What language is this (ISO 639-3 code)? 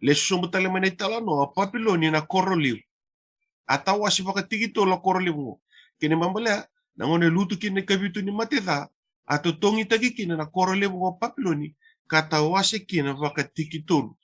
fij